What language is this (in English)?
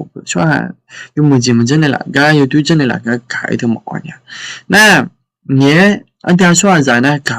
Akha